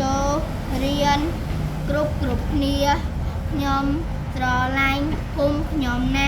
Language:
Khmer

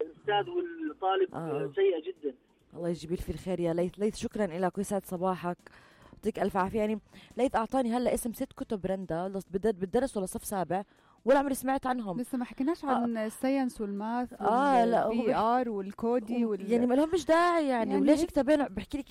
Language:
North Levantine Arabic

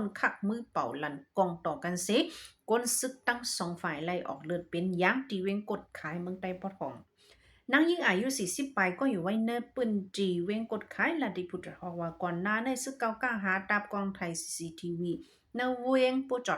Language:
Shan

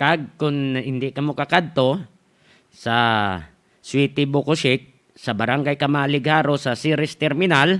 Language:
Hiligaynon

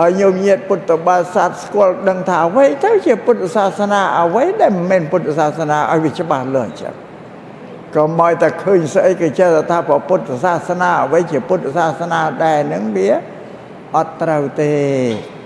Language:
Khmer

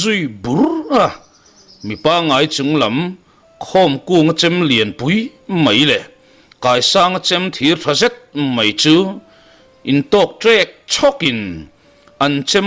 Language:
Mizo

